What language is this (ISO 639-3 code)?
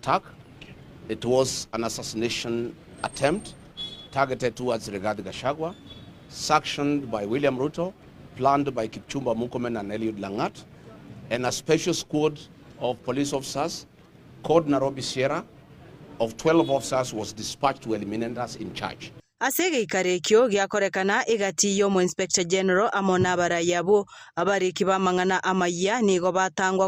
guz